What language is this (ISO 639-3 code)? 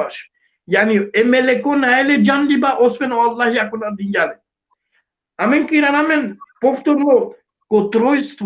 rmn